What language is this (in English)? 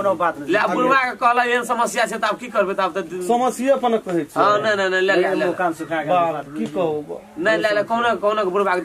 Maithili